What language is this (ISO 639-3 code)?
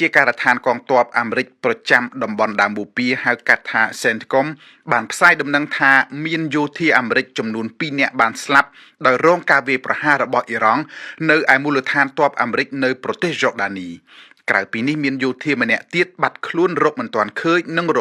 khm